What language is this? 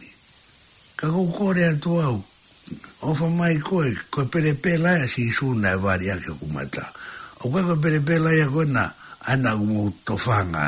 Tongan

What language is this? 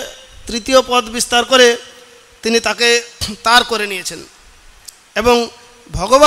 Bangla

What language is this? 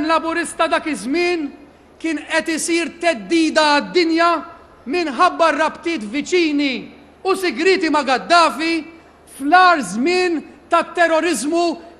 Maltese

